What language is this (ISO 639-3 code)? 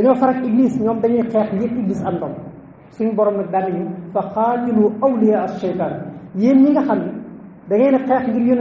wol